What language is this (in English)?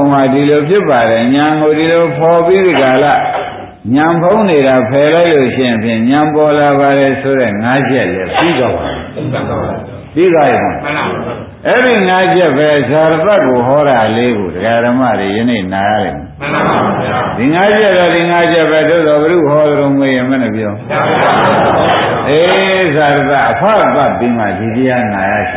Burmese